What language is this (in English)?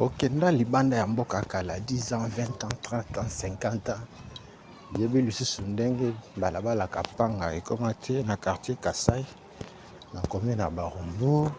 Lingala